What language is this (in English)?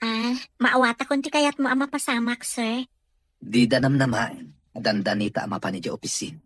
Iloko